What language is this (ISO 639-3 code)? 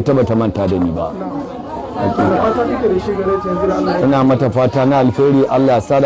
hau